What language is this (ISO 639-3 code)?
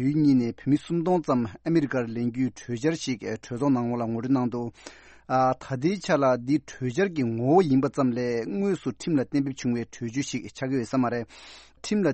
bod